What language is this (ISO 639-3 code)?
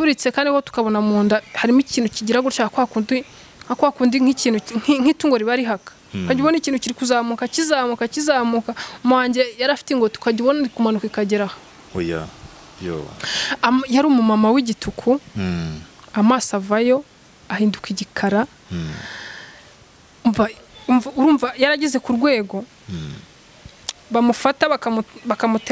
kin